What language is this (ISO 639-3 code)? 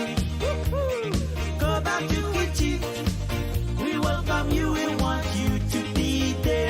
pon